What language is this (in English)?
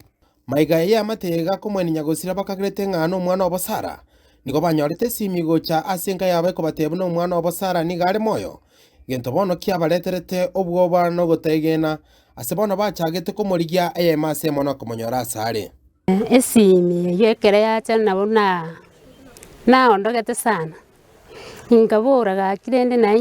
Gusii